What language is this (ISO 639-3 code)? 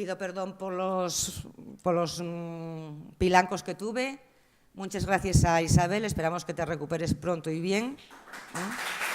ast